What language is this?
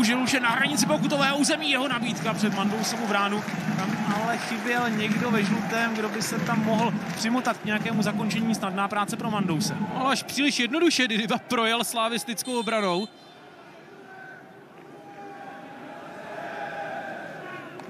Czech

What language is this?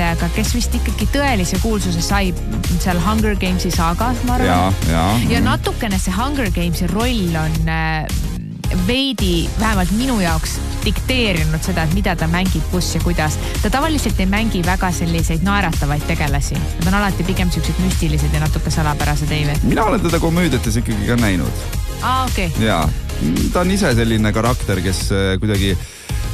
Estonian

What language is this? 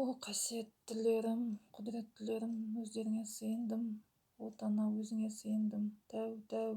Kazakh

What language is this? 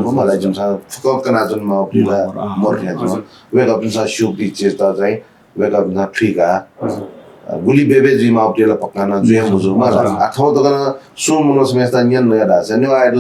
Newari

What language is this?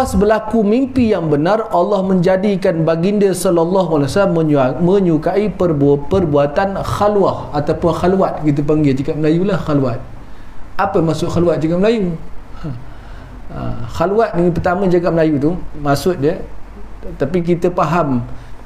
Malay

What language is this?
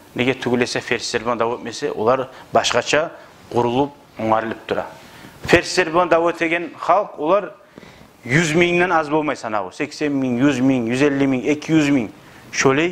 Kumyk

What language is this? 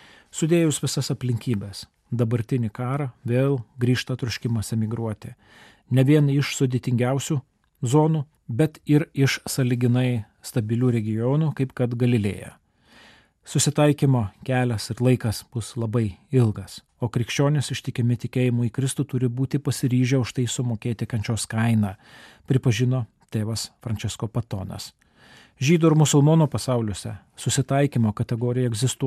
Lithuanian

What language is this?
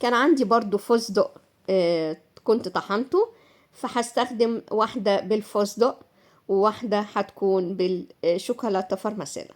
Egyptian Arabic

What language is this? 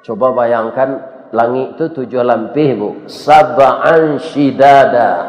Minangkabau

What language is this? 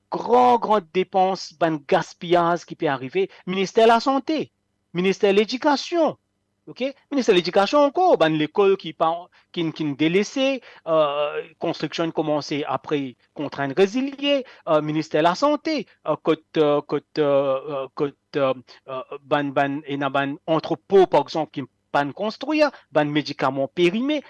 Morisyen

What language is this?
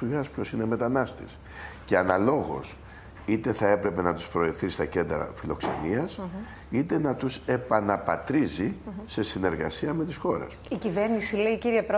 Greek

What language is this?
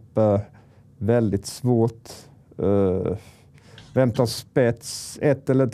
Swedish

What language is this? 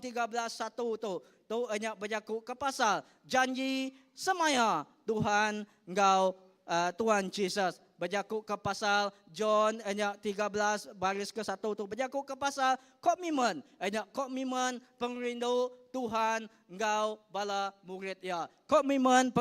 Iban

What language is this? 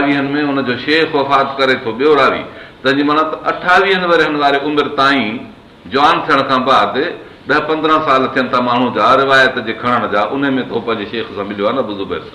Sindhi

